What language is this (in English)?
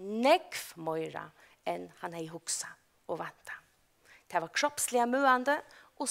Faroese